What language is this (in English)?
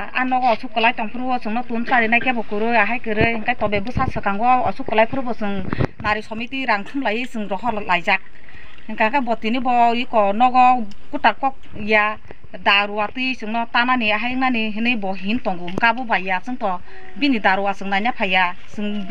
Kok Borok